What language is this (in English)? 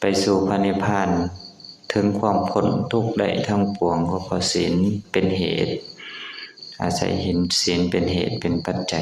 Lao